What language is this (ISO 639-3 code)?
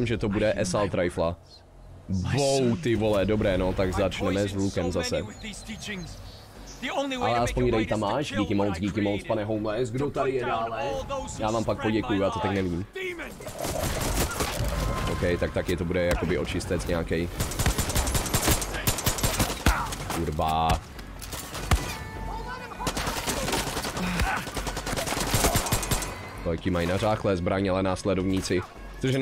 ces